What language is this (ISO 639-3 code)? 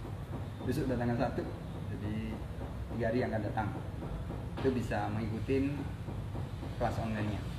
ind